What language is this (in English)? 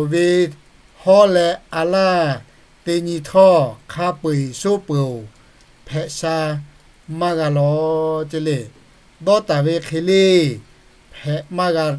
Lahu